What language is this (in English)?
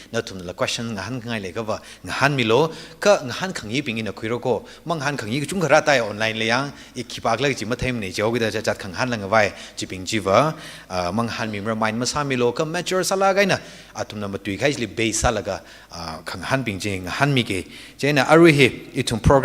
Tangkhul Naga (India)